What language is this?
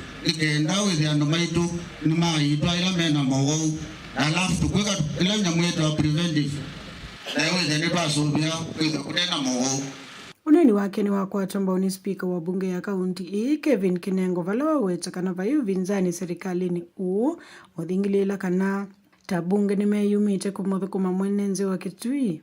Kamba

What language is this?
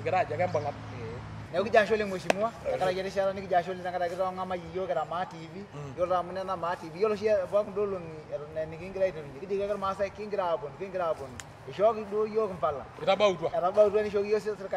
Masai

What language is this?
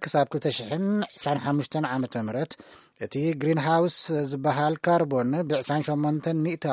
Tigrinya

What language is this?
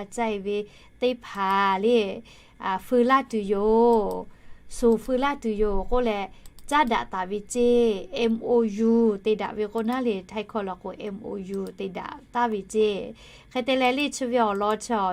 Lahu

